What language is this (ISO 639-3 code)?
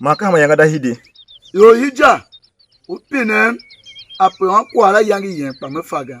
tiv